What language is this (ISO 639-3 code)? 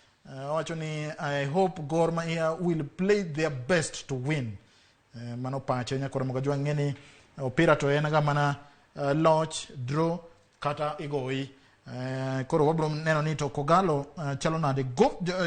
luo